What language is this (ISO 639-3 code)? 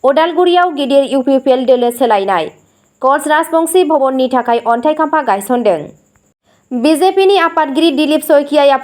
brx